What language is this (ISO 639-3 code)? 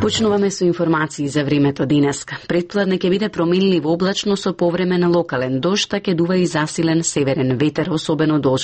mkd